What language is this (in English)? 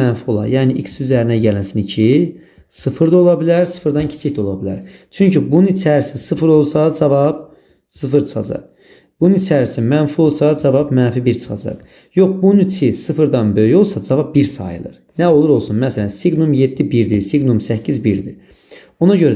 Azerbaijani